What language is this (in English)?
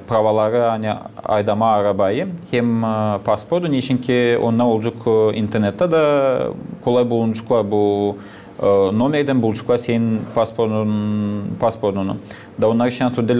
Gagauz